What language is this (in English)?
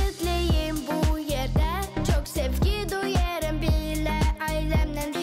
Gagauz